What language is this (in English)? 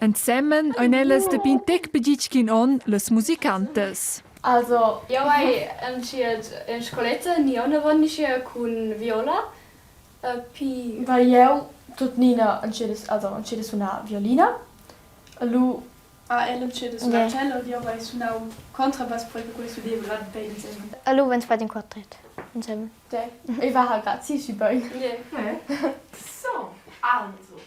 Romansh